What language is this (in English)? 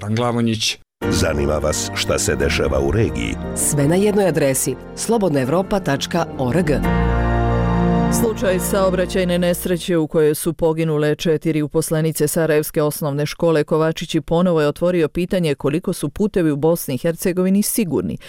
Bosnian